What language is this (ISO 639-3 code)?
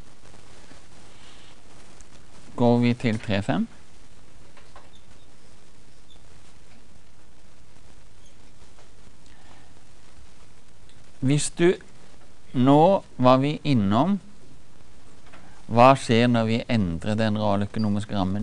nor